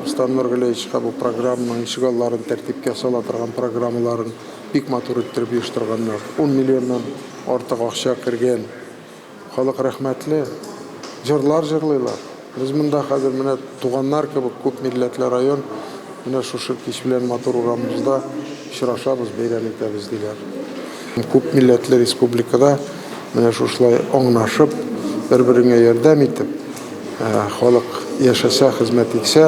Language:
Tatar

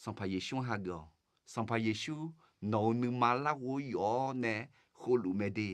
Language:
Akha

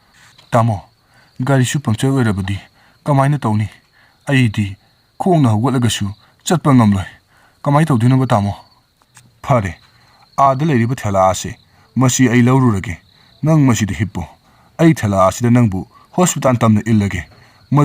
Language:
Manipuri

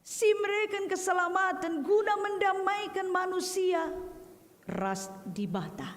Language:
Batak Karo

